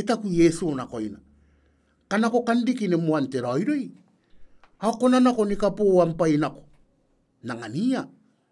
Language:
Gilbertese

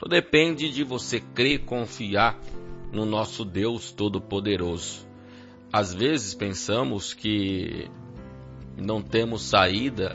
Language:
Portuguese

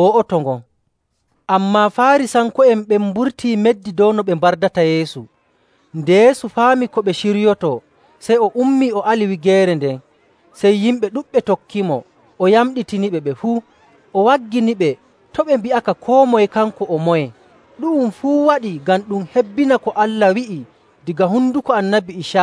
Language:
Nigerian Fulfulde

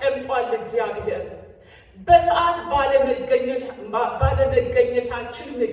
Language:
Amharic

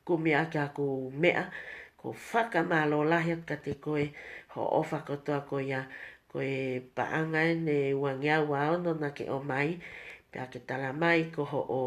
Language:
Tongan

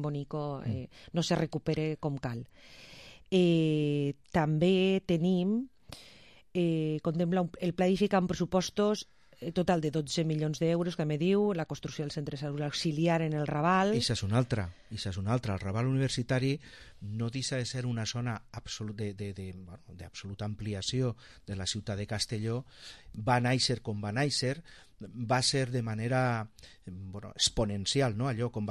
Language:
Catalan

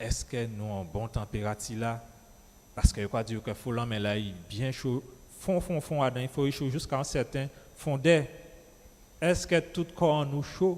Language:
Guadeloupean Creole French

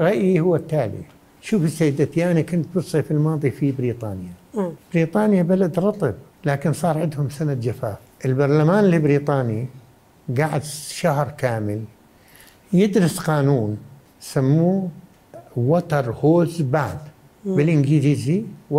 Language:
Mesopotamian Arabic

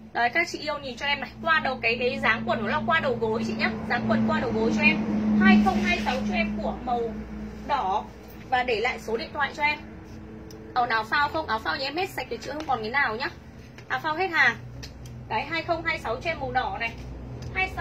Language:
Vietnamese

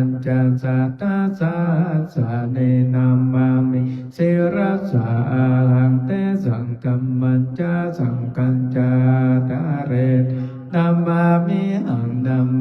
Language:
Pali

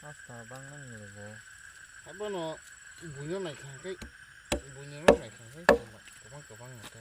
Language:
Kok Borok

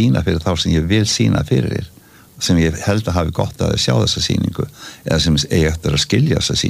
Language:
Icelandic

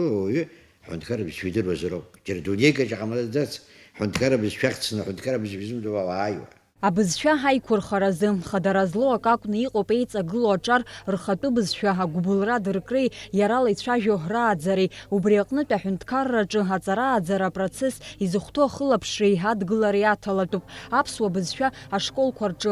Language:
Abkhazian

